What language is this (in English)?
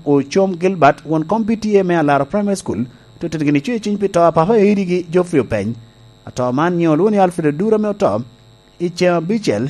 Lango (Uganda)